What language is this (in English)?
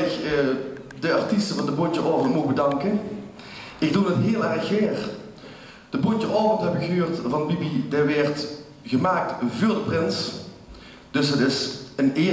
Limburgish